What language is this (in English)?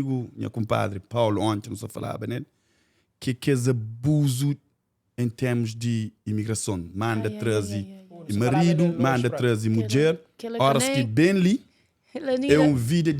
Kabuverdianu